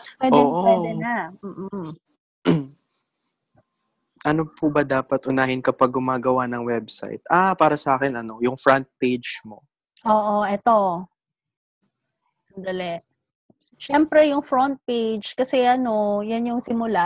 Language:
Filipino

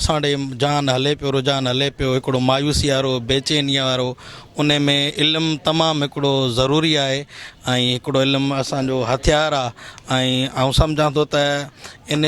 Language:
Sindhi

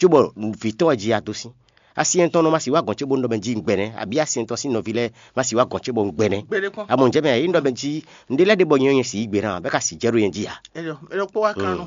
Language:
Fon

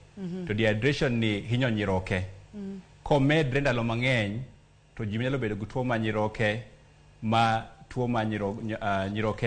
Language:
Luo (Kenya and Tanzania)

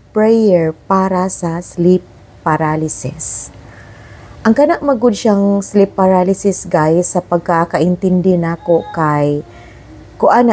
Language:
Cebuano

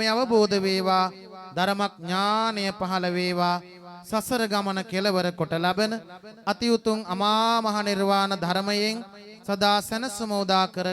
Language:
Sinhala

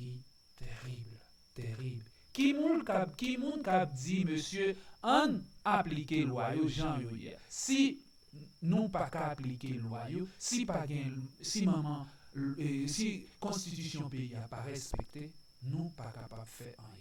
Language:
Haitian Creole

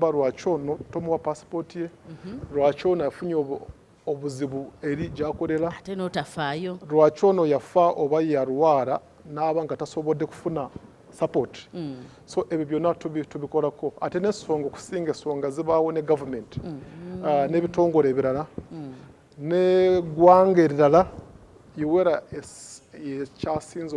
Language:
Ganda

